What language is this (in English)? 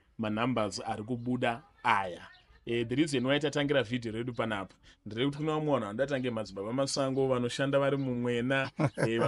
Shona